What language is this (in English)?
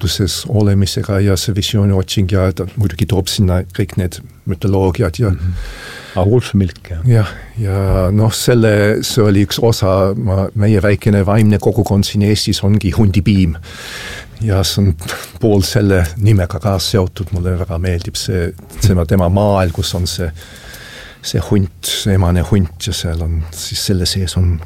Estonian